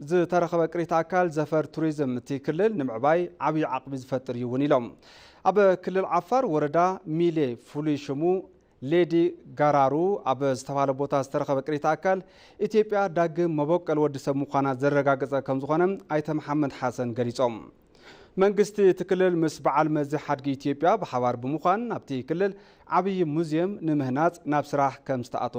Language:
Tigrinya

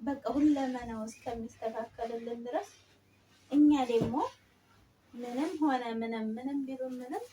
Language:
Amharic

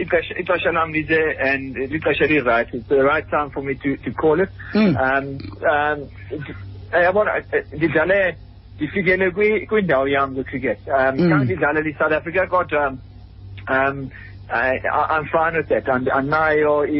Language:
Xhosa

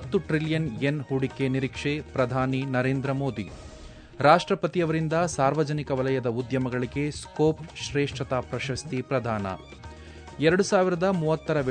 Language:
Kannada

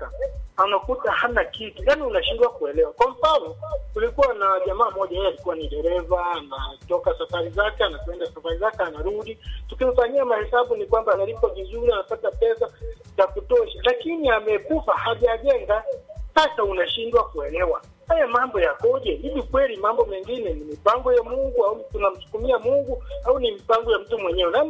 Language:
Swahili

